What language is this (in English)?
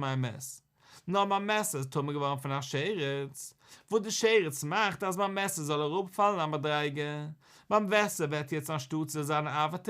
Yiddish